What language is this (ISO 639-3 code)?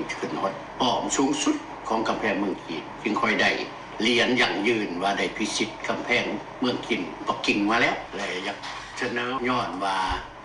lao